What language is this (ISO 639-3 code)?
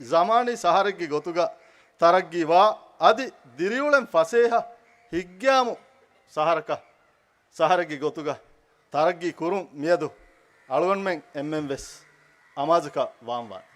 div